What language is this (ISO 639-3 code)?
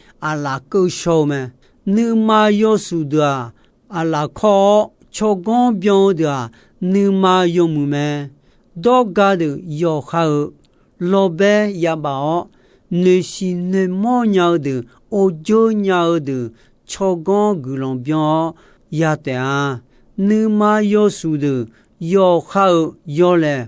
ahk